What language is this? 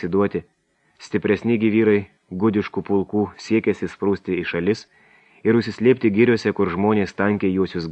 Lithuanian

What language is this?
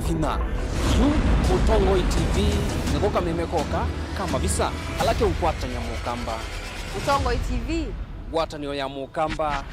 Kamba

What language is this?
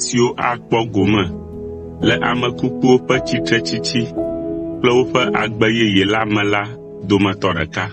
Ewe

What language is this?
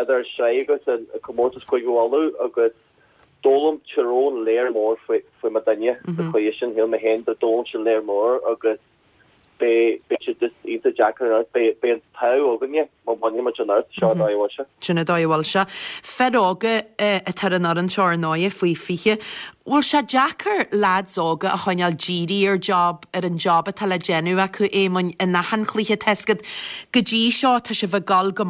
Irish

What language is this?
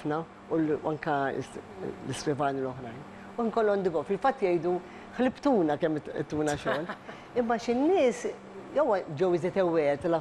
Maltese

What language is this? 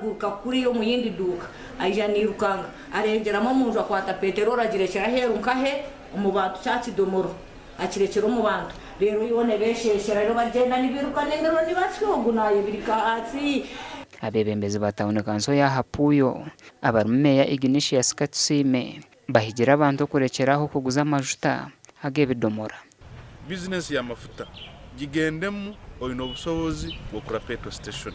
Nyankole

